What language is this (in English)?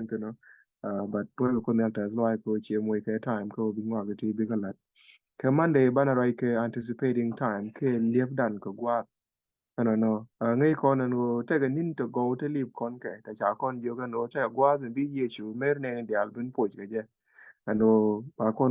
Nuer